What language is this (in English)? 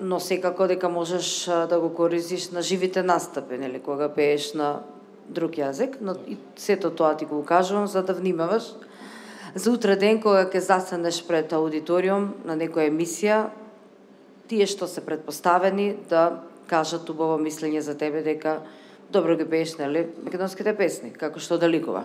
Macedonian